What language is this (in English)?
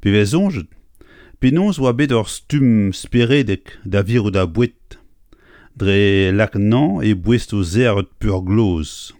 Breton